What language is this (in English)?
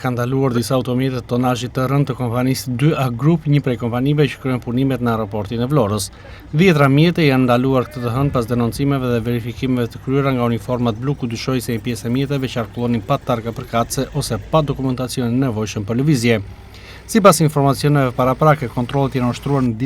Albanian